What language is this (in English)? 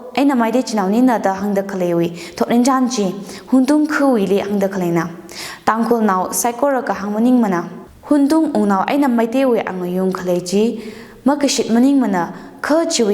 Tangkhul Naga (India)